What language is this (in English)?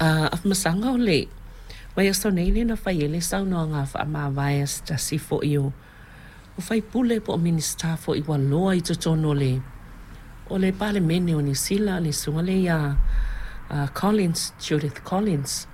Samoan